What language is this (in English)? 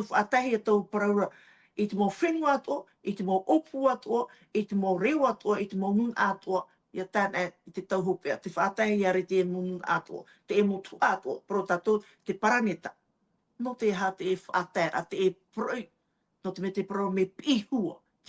Tahitian